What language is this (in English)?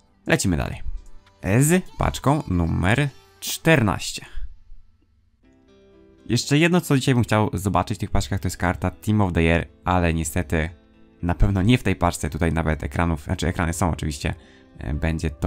Polish